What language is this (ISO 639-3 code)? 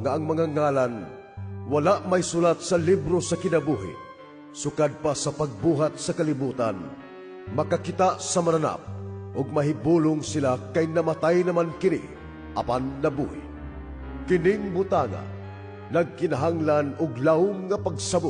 ceb